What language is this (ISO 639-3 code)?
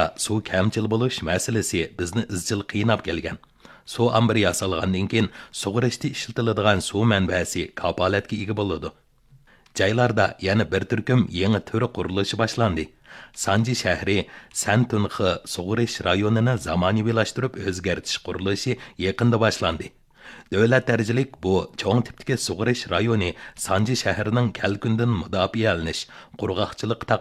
uig